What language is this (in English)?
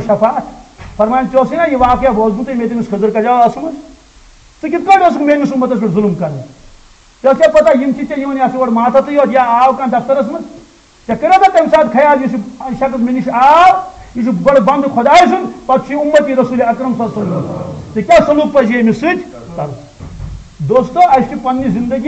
Kashmiri